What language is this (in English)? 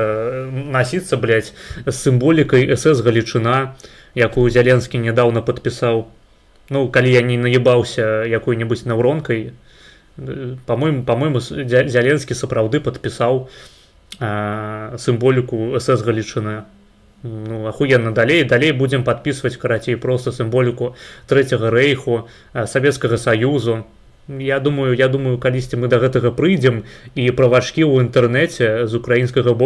Belarusian